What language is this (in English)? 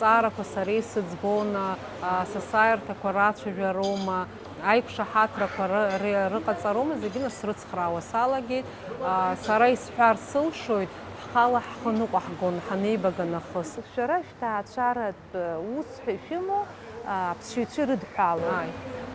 Abkhazian